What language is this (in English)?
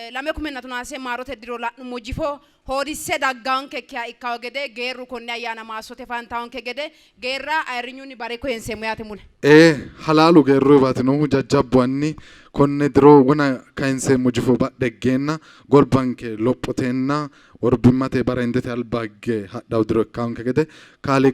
Sidamo